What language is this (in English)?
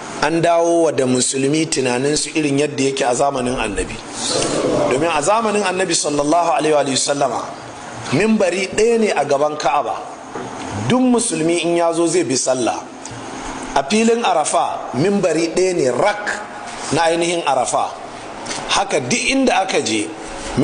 Hausa